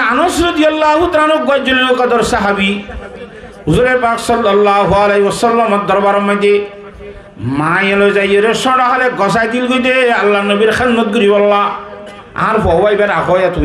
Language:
Rohingya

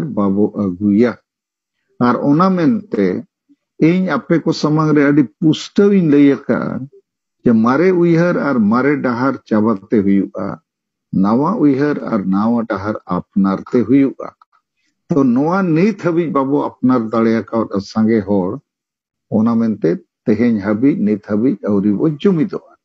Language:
Santali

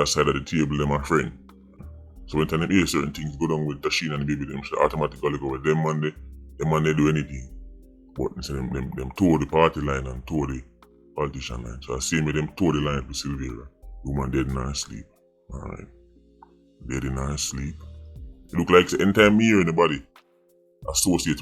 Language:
Jamaican Creole English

